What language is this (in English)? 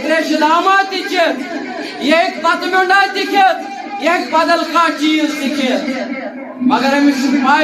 Kashmiri